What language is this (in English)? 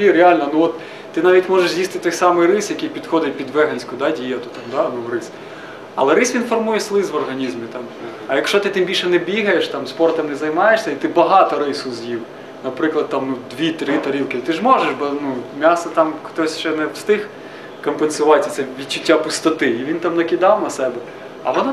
Ukrainian